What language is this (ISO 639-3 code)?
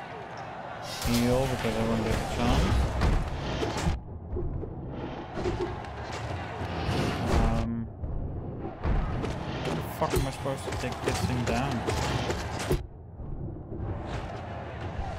eng